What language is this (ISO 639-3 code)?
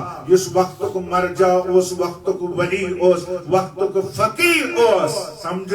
kas